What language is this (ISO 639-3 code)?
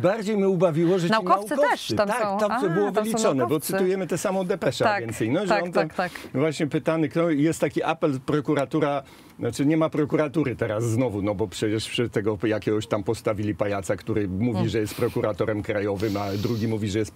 pol